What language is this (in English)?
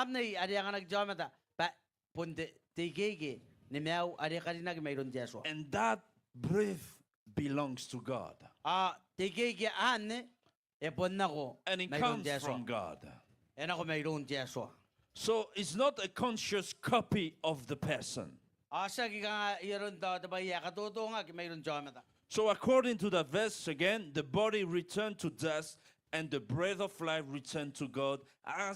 Gilbertese